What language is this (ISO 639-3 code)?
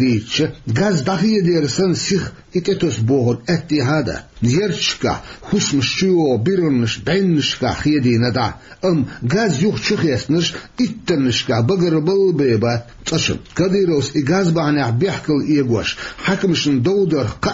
che